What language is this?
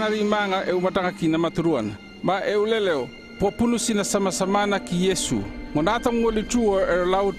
North Efate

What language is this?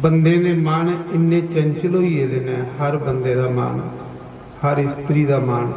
Dogri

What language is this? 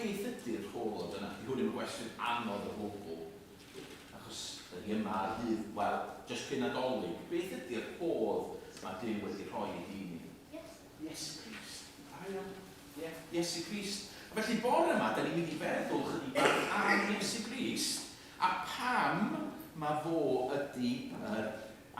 Welsh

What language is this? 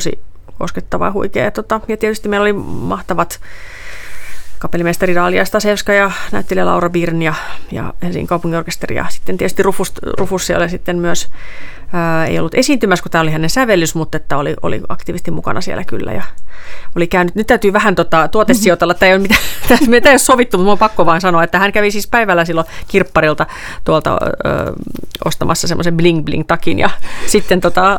Finnish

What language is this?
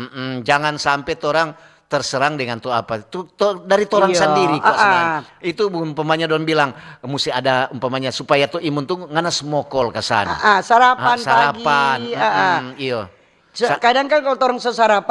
Manado Malay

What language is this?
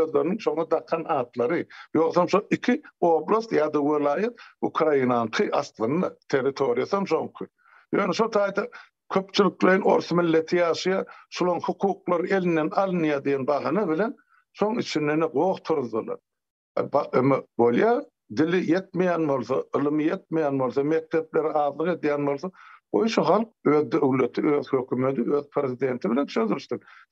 Turkmen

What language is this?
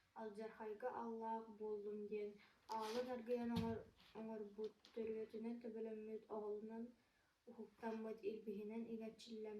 Yakut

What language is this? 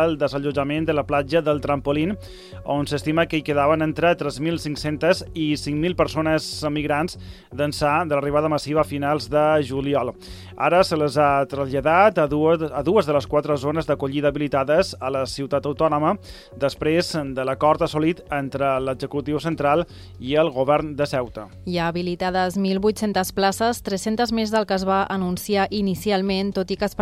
Catalan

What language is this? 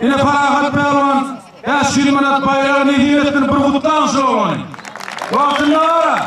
Turkmen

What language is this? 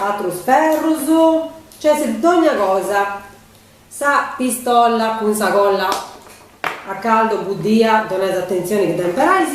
Sardinian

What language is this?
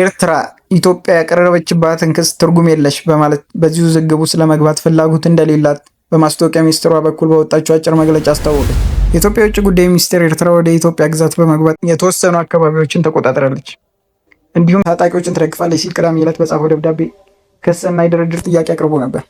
Amharic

